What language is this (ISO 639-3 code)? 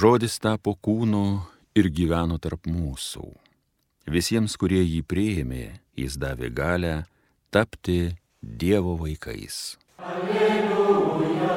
lit